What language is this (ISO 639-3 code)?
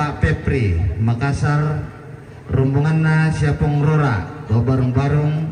sda